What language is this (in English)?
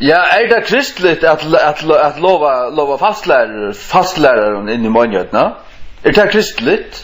Faroese